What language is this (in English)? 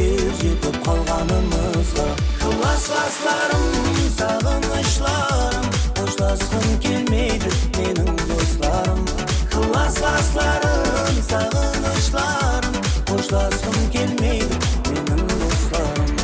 Kara-Kalpak